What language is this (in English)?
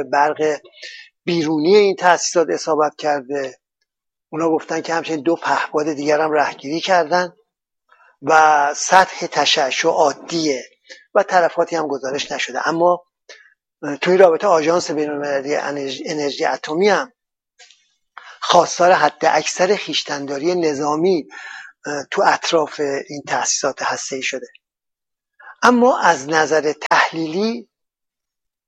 Persian